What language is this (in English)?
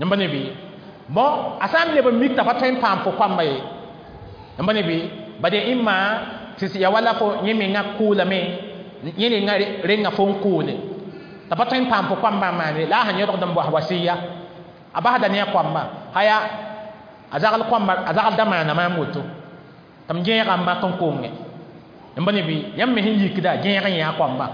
Mossi